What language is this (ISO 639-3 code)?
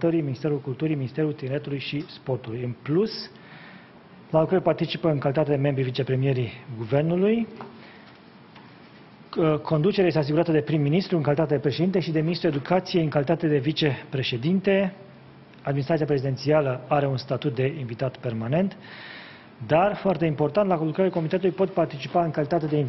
ron